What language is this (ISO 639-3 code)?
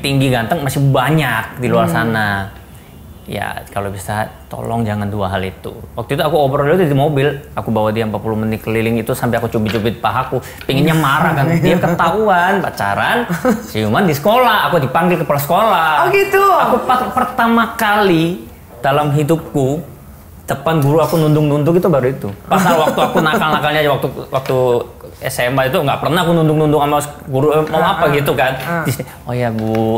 ind